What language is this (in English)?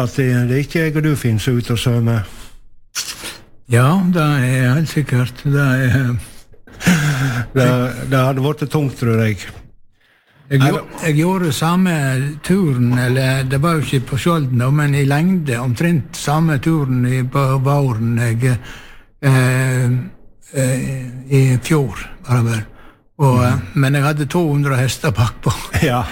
Norwegian